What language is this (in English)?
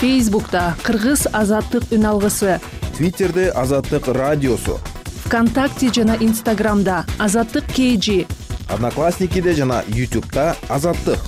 Kyrgyz